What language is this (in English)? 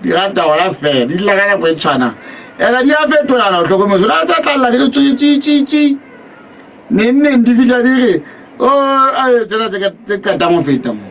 Southern Sotho